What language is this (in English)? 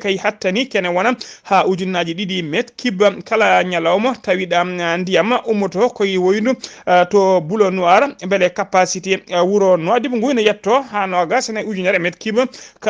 Fula